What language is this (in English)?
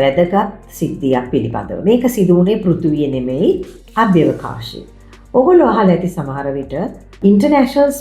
Sinhala